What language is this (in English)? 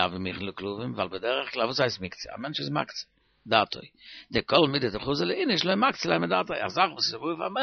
Yiddish